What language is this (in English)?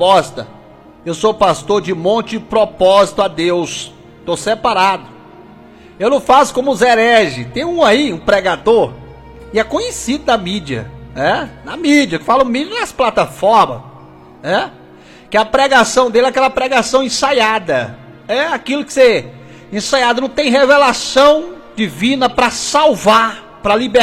Portuguese